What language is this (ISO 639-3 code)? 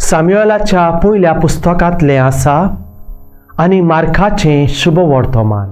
kok